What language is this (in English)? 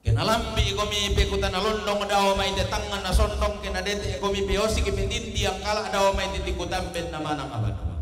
Toraja-Sa'dan